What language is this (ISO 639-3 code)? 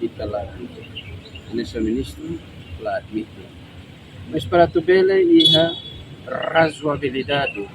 tet